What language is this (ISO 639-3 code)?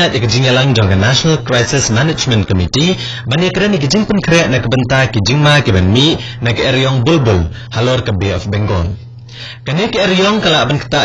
kha